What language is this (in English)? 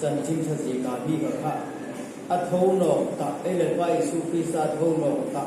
Hmar